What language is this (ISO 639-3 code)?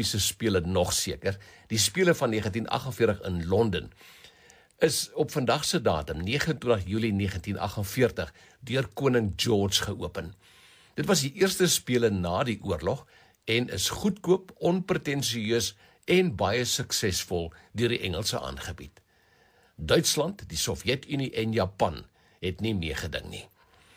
afr